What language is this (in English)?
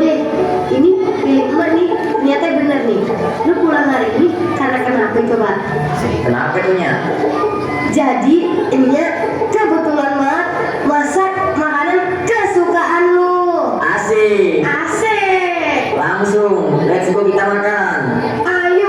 Betawi